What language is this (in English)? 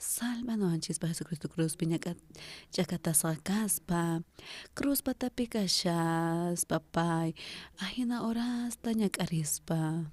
South Bolivian Quechua